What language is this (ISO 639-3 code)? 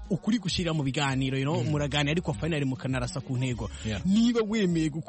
kin